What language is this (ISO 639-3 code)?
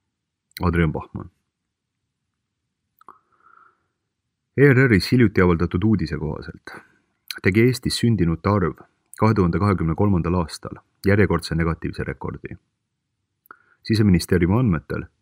est